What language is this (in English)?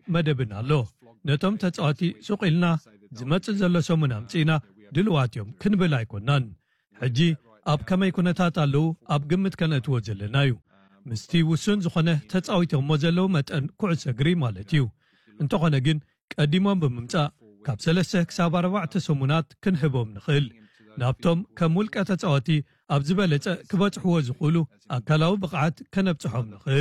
Tigrinya